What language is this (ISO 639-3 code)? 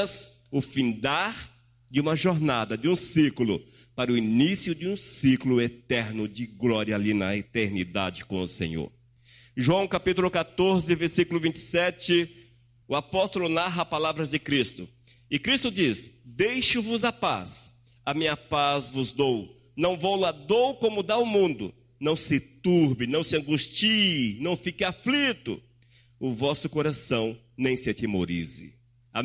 por